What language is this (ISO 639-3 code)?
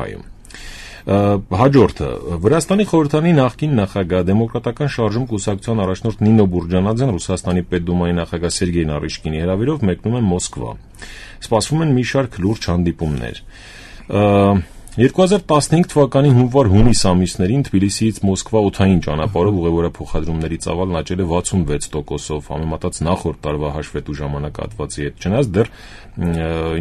hye